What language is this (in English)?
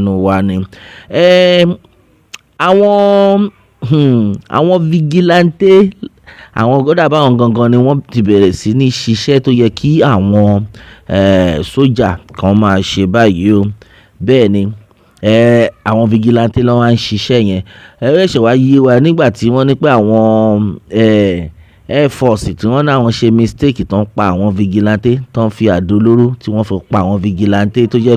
Yoruba